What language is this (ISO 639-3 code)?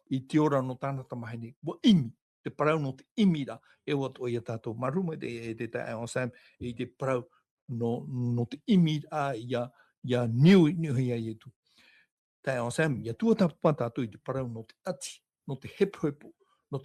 tah